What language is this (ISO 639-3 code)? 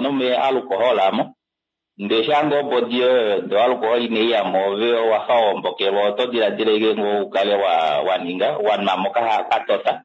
kua